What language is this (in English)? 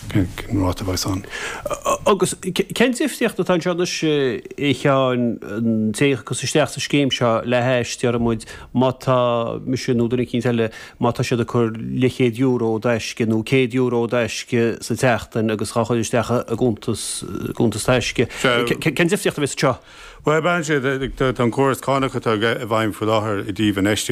Irish